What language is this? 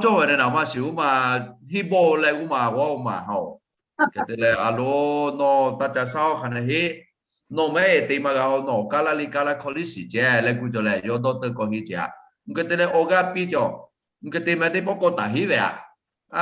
Lahu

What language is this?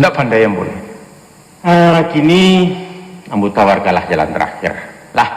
Minangkabau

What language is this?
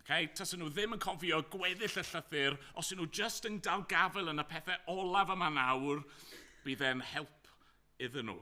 Welsh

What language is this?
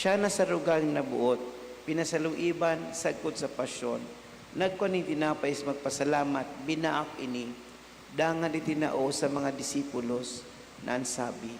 Bikol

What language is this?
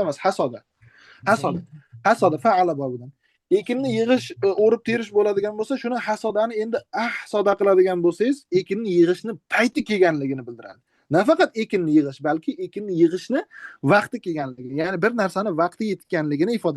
Uzbek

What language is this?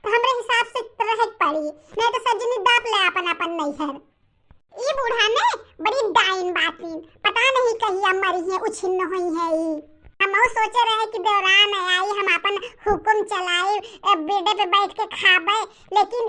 Bhojpuri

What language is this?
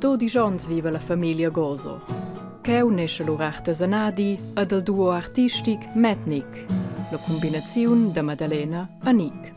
Romansh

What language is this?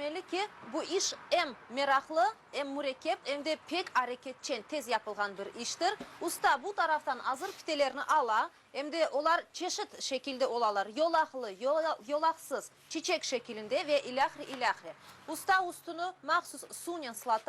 Crimean Tatar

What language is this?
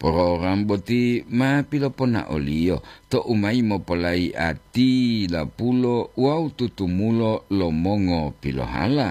Gorontalo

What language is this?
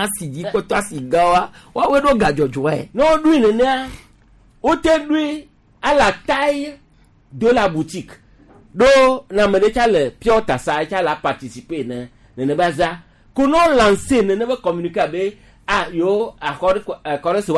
Gen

